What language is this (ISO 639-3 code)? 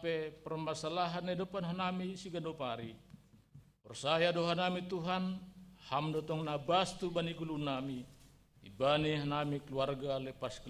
bts